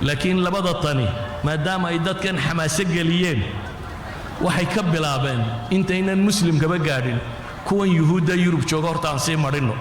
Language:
Somali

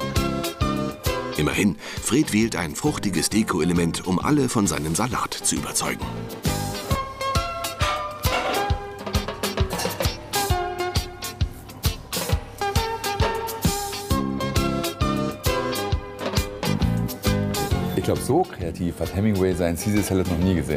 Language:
German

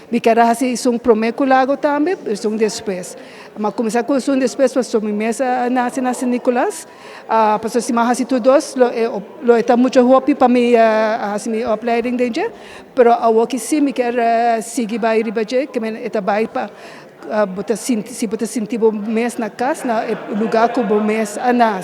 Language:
Papiamento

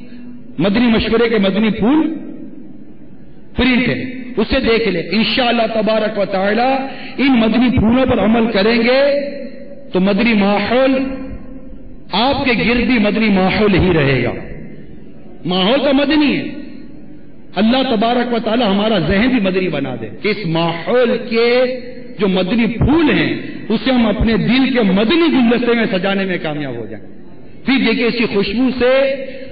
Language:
Urdu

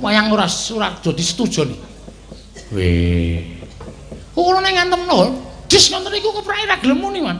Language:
Javanese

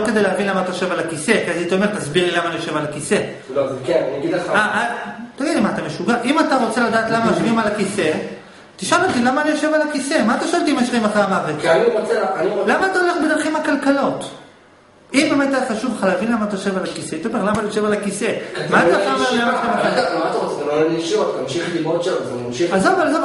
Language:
Hebrew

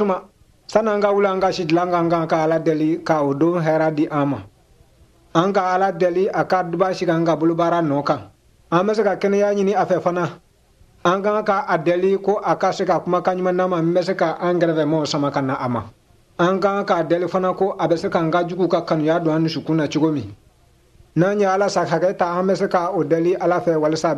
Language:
Bambara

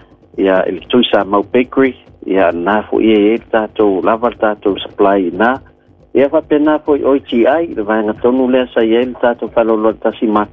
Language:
Samoan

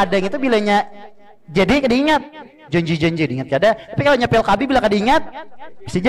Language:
Banjar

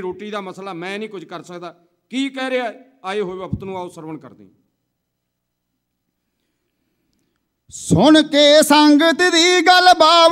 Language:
Punjabi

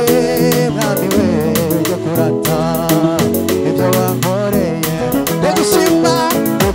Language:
Kinyarwanda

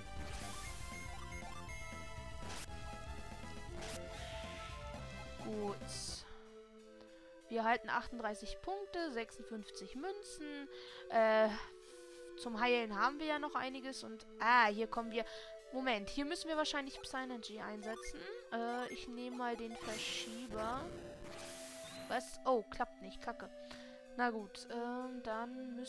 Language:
German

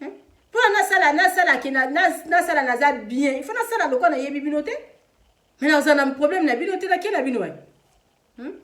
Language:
Lingala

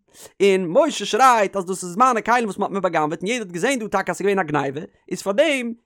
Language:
Yiddish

